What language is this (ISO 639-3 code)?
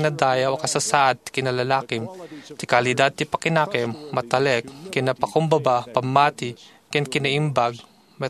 ilo